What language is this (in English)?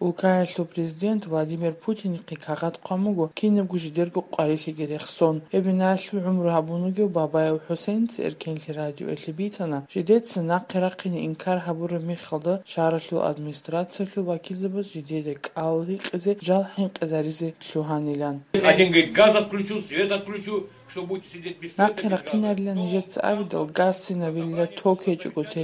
Avaric